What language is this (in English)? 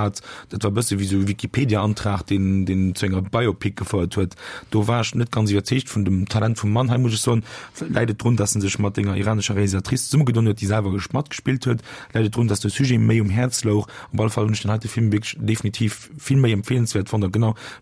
Luxembourgish